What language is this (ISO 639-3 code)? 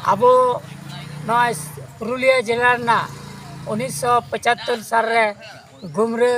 sat